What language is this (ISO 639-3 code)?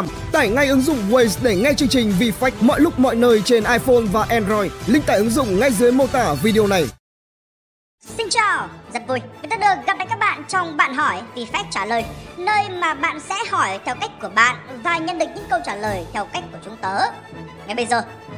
vie